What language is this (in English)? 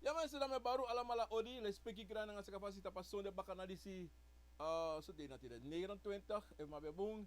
Sranan Tongo